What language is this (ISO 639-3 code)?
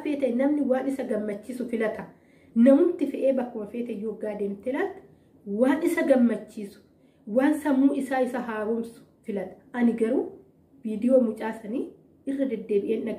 orm